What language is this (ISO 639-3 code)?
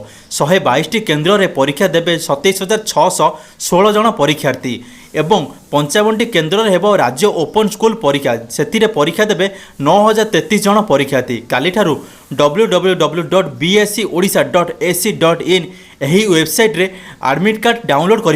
ori